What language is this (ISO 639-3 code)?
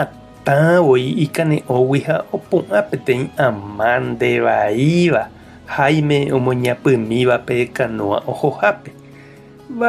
grn